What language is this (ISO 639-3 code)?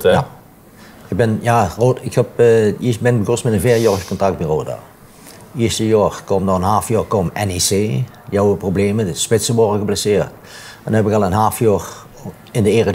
lim